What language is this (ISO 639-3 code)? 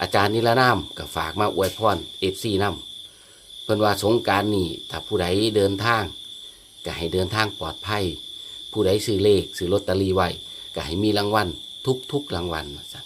tts